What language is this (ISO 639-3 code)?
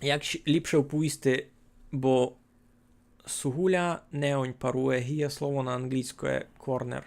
rue